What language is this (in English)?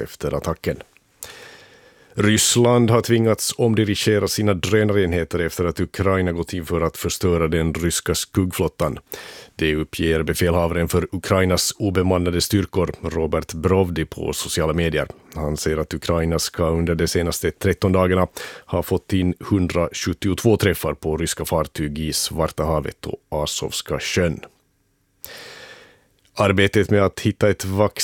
Swedish